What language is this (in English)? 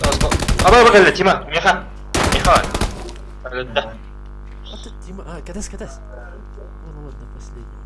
Yakut